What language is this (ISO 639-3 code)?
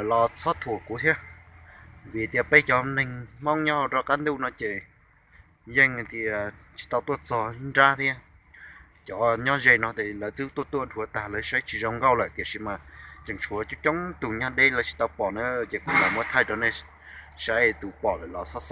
hmn